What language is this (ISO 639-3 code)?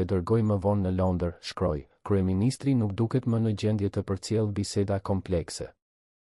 sqi